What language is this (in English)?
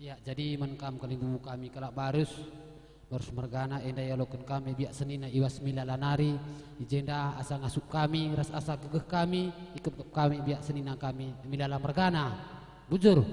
Batak Karo